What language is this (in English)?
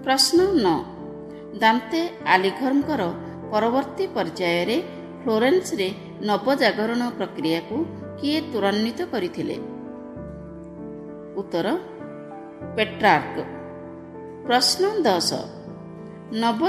Odia